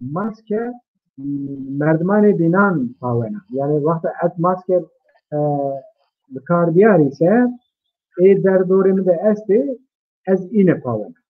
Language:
Zaza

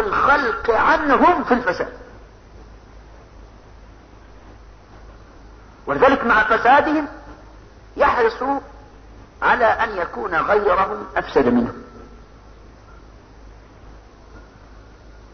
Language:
Arabic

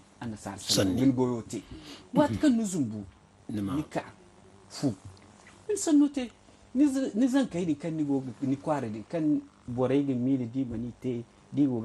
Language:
Zarma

